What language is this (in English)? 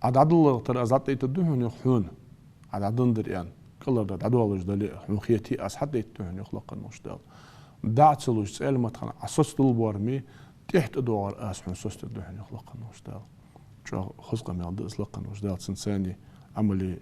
Ingush